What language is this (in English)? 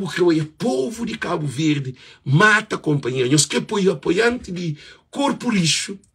Kabuverdianu